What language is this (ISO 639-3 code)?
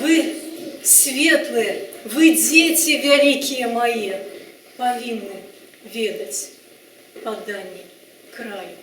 bel